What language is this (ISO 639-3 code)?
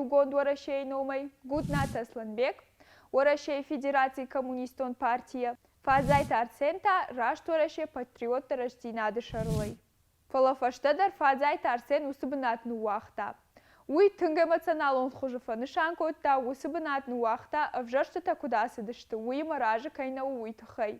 oss